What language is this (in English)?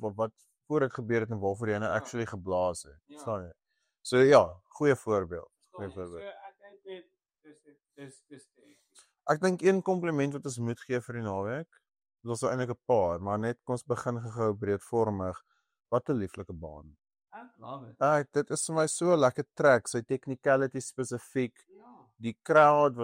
Afrikaans